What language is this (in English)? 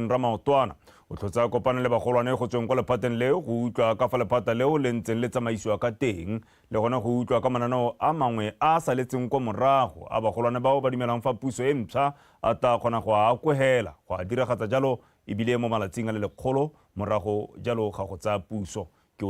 Tswana